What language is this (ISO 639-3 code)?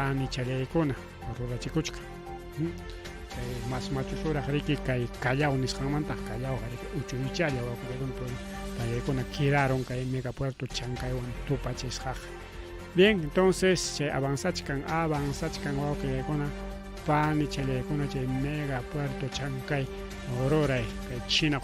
quy